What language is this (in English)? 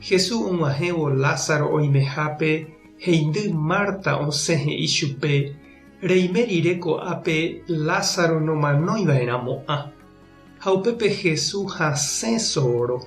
Guarani